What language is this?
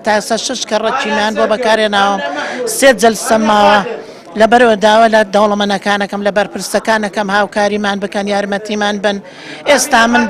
Central Kurdish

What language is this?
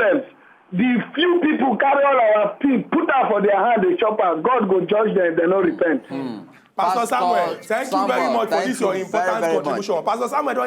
Nigerian Pidgin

